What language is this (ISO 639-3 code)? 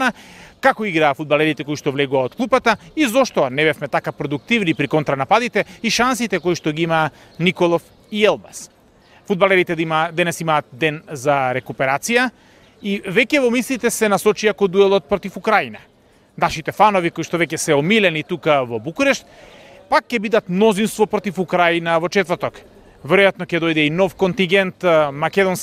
mkd